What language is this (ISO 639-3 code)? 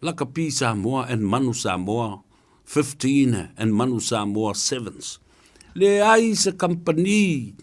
smo